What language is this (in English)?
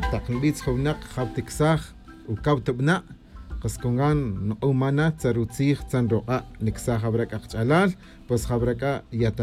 Tz'utujil